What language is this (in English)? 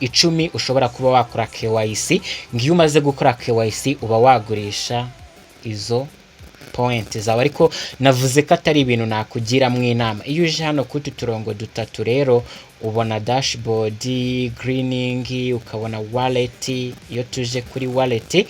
Kinyarwanda